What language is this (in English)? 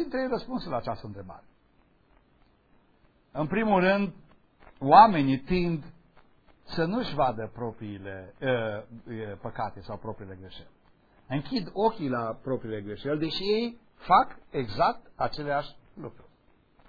Romanian